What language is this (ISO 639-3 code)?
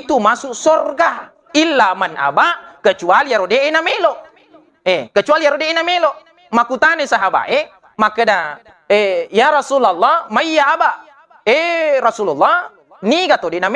bug